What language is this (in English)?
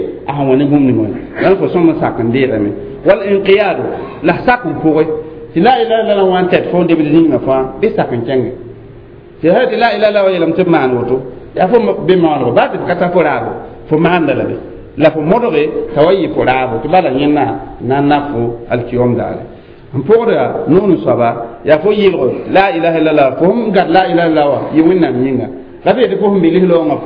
Mossi